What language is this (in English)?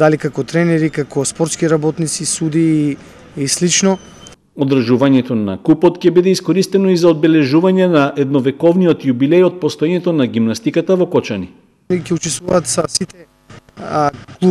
Macedonian